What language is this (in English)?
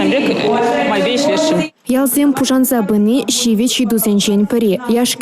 Chuvash